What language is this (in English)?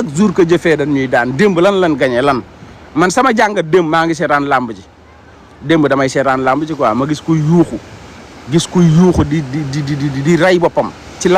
Wolof